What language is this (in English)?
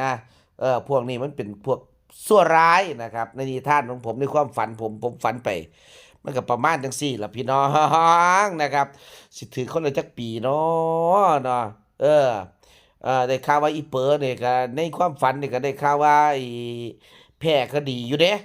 Northeastern Thai